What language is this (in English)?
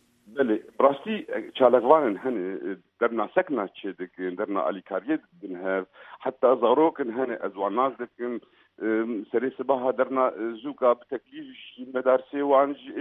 Kurdish